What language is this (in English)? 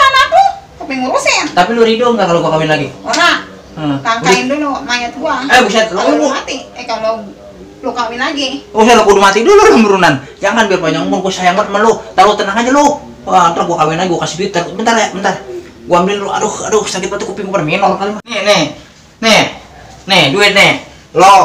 Betawi